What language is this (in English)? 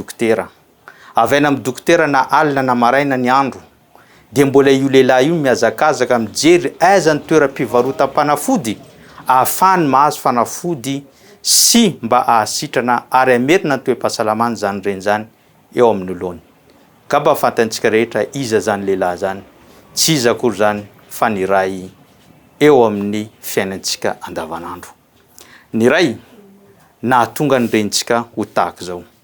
Malagasy